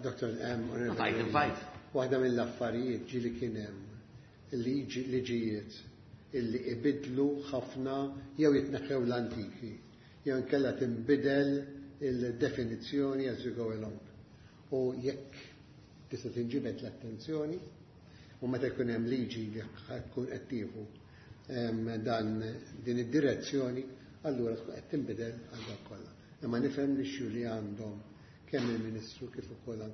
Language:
Maltese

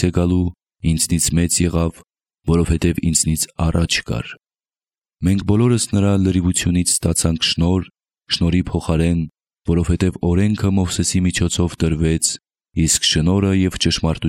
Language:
Armenian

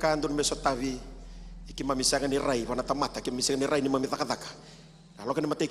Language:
Fijian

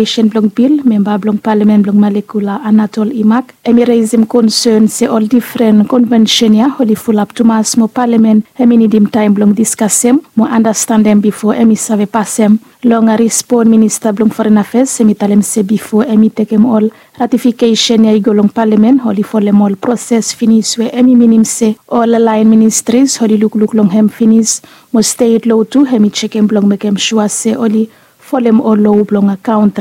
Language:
Bislama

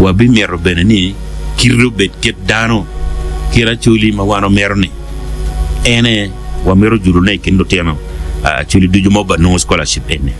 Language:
Acoli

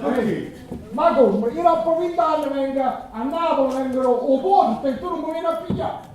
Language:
Neapolitan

